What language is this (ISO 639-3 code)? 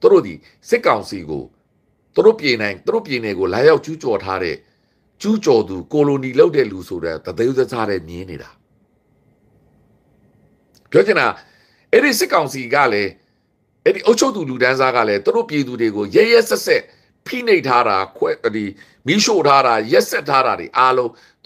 mya